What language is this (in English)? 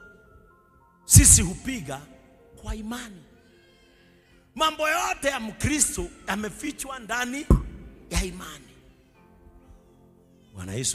Swahili